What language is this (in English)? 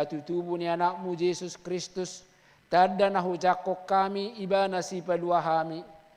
Batak Toba